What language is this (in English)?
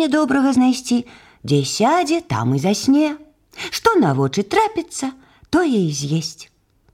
Belarusian